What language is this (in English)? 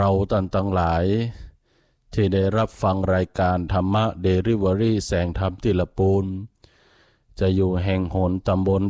Thai